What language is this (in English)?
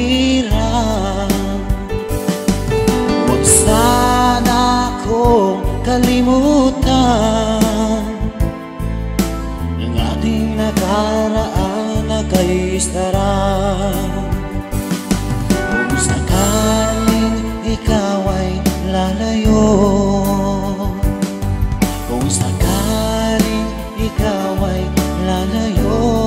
Filipino